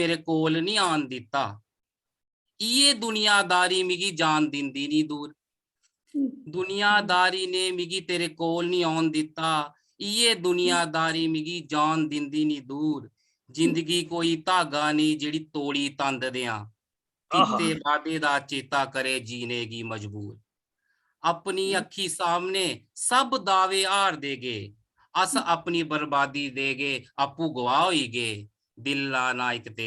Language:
Dogri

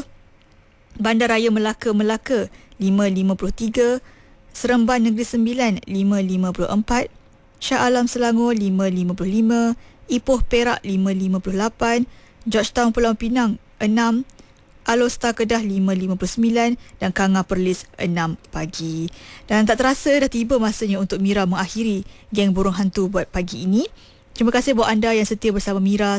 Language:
Malay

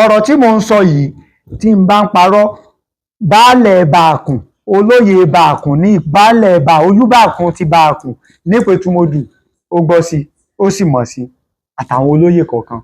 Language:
Yoruba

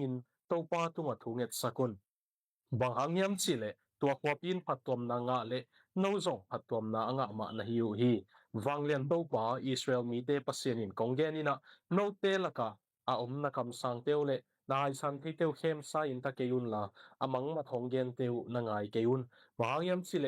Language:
Tedim Chin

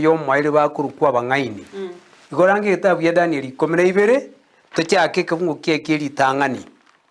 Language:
Gusii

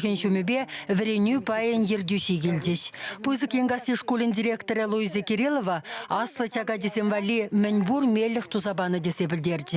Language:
Chuvash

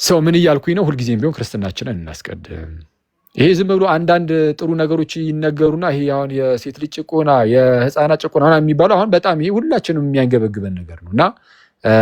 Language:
Amharic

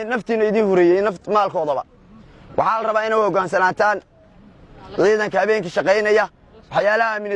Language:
Somali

